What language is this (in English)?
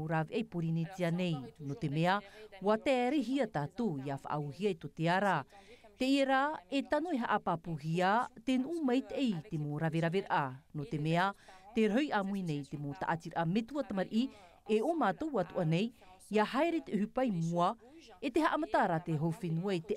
Tahitian